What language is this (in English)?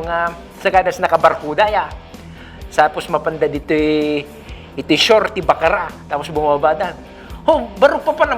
Iloko